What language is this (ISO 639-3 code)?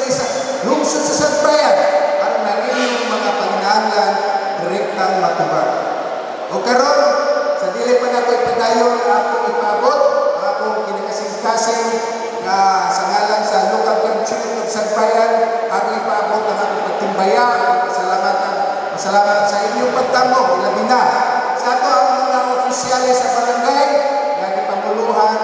ceb